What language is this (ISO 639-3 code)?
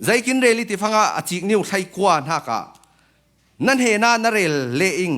cfm